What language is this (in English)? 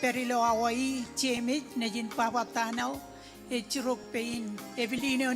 Marshallese